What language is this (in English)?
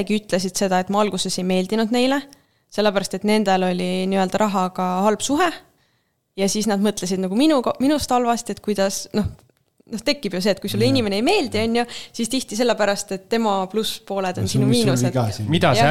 Estonian